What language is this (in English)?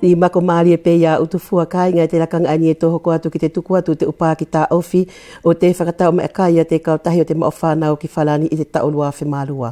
Wallisian